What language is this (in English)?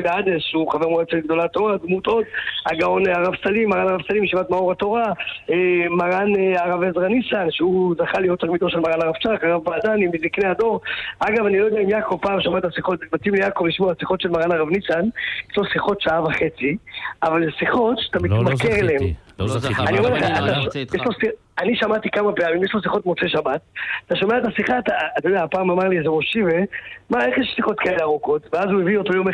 Hebrew